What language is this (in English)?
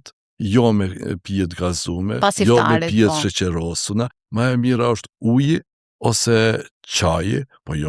Albanian